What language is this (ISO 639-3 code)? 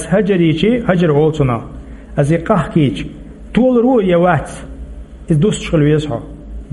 che